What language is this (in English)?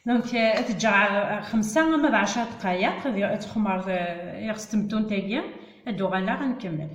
Kabyle